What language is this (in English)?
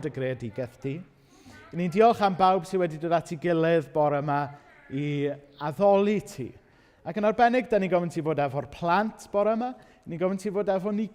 Welsh